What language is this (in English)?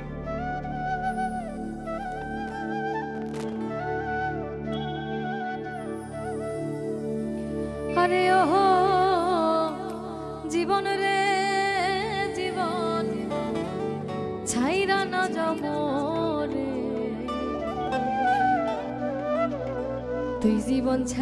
Bangla